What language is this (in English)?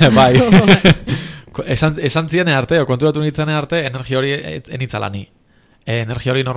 Basque